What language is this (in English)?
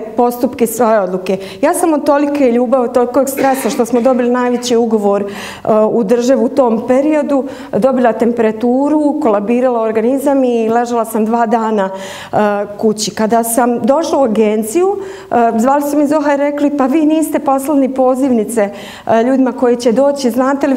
Bosnian